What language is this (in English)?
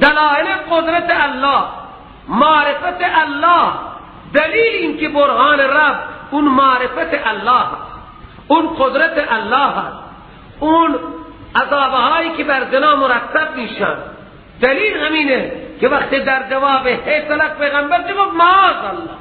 Persian